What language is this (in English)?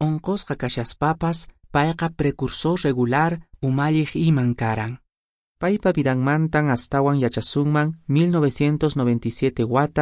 Quechua